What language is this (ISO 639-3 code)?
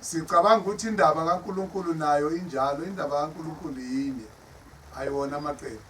zul